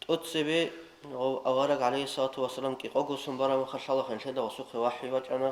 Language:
Avaric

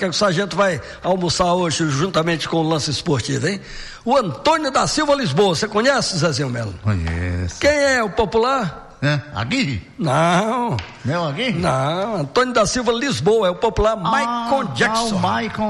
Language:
Portuguese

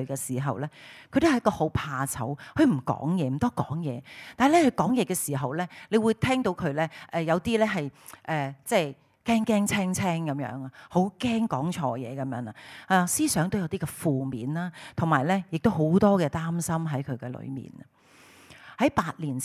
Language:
Cantonese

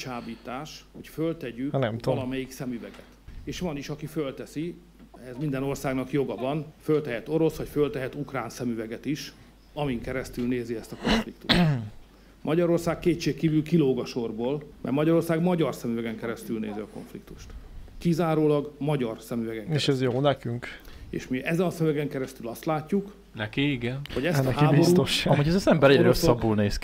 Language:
Hungarian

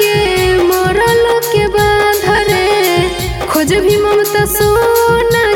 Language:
Bhojpuri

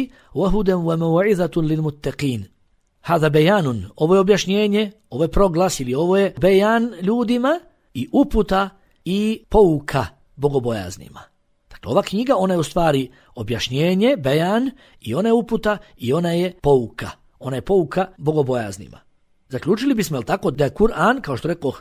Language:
Bosnian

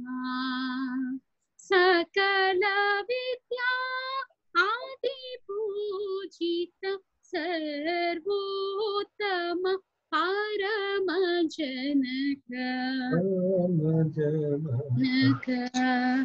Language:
Telugu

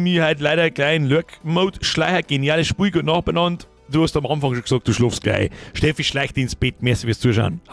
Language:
Bavarian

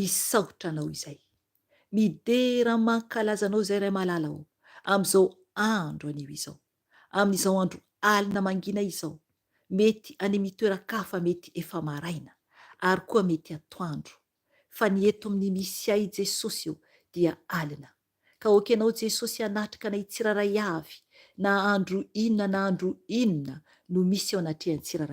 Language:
Malagasy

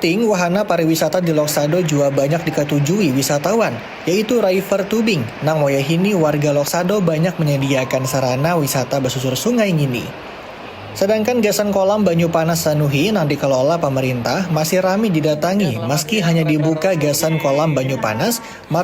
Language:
Banjar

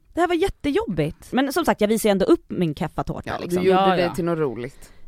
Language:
Swedish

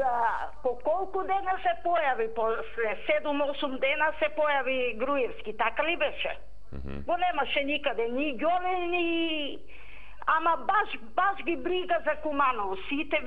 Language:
Macedonian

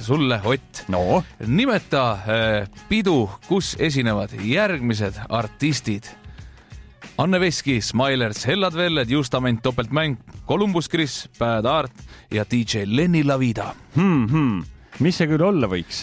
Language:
Estonian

